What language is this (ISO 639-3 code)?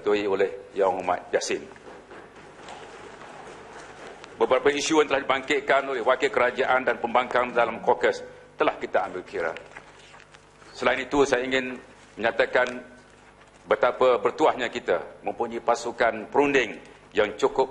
msa